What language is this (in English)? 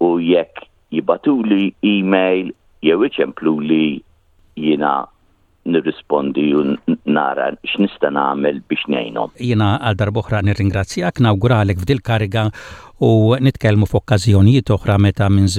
Maltese